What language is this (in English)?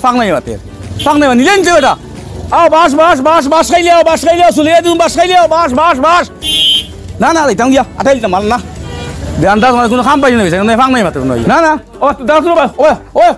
Sylheti